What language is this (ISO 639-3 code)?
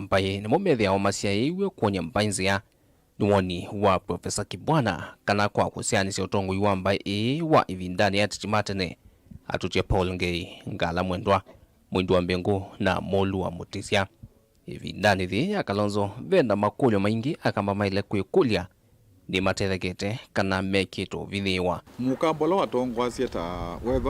kam